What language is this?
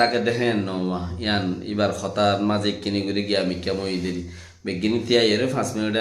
Rohingya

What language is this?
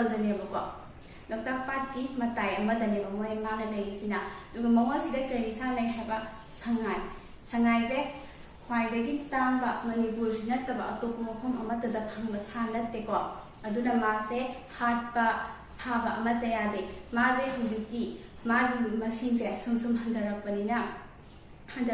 Manipuri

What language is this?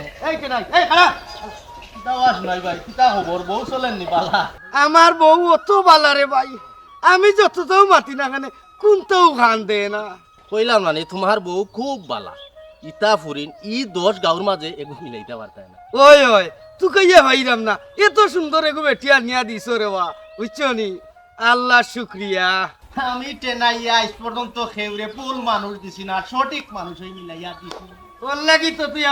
Sylheti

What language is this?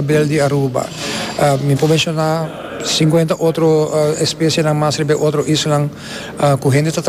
Papiamento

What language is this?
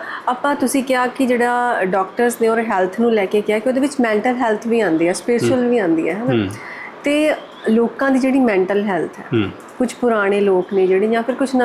Punjabi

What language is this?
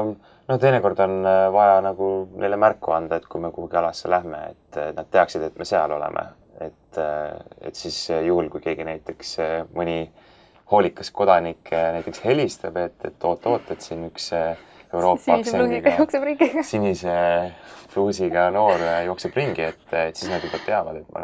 Estonian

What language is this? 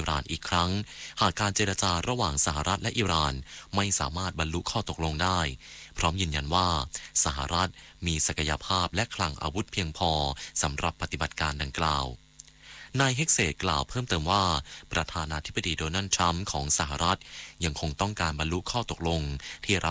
Thai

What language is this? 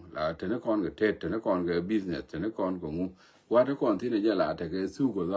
Nuer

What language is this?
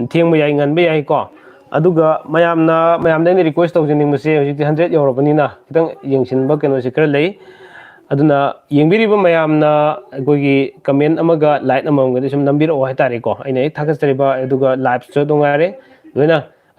Manipuri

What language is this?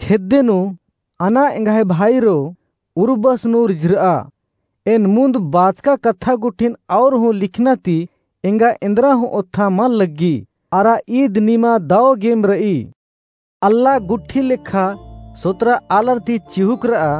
Kurukh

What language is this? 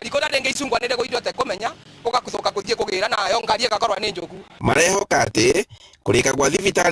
Kikuyu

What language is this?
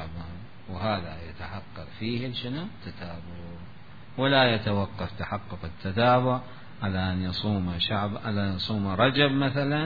Mesopotamian Arabic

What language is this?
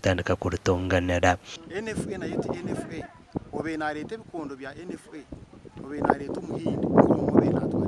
Nyankole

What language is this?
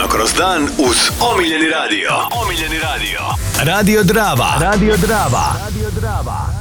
Croatian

